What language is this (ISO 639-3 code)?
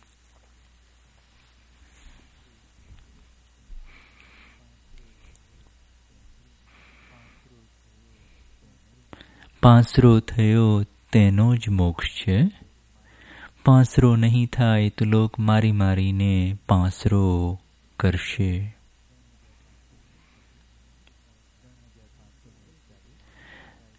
guj